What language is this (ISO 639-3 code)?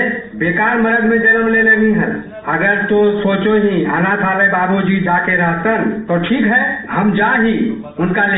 mag